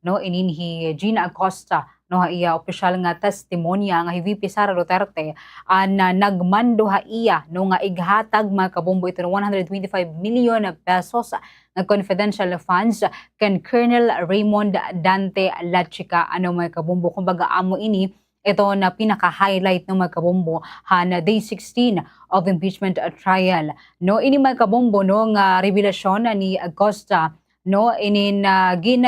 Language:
Waray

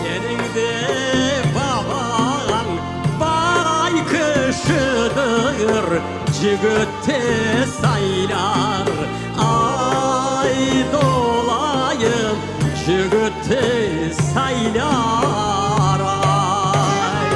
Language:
Crimean Tatar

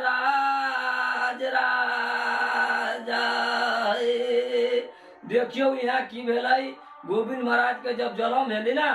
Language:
Maithili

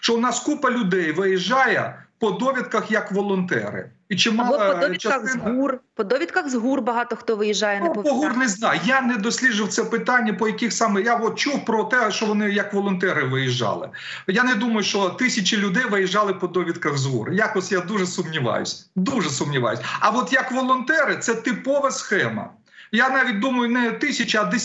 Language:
Ukrainian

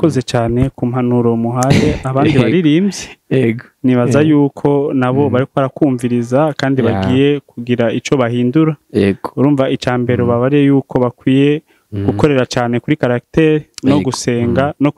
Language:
Rundi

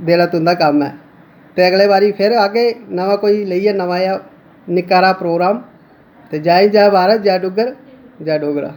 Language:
Dogri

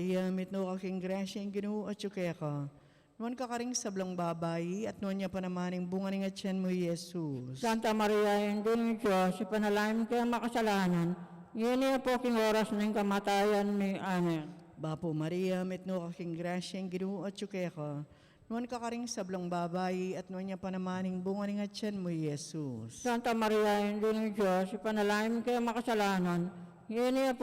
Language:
Pampanga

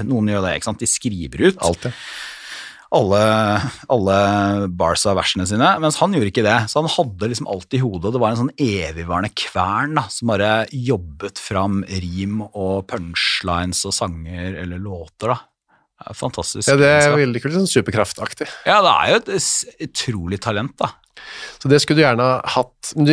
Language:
Norwegian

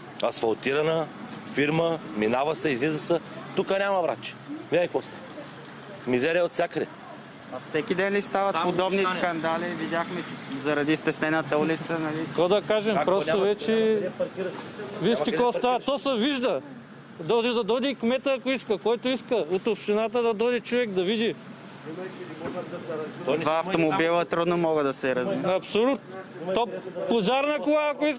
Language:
Bulgarian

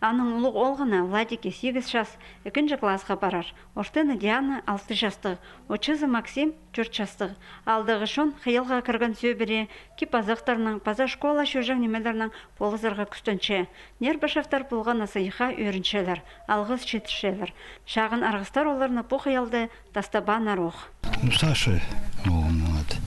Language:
Khakas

